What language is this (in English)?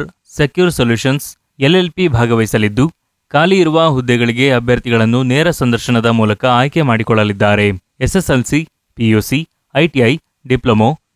Kannada